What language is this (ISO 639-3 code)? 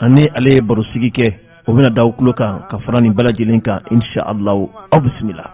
bam